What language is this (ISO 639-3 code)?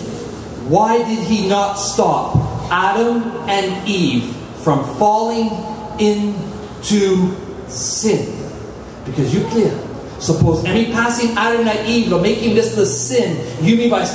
tpi